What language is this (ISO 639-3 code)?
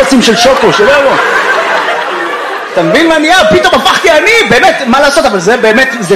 heb